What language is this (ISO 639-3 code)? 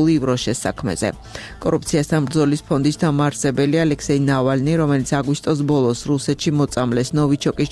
kat